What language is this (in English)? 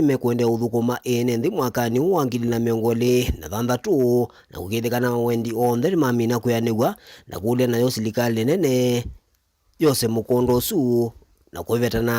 Kamba